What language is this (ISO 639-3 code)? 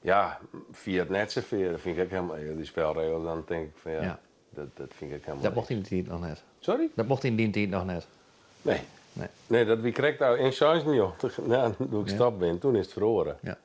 fry